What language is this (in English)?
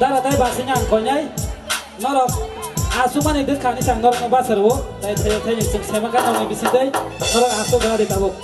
Kok Borok